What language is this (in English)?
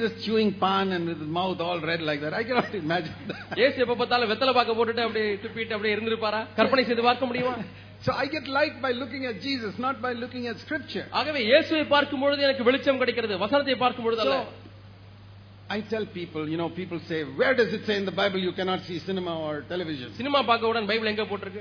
Tamil